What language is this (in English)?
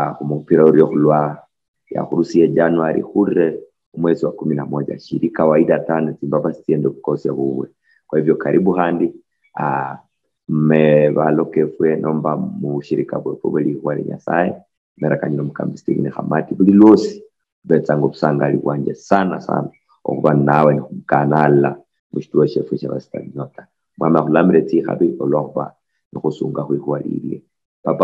Luyia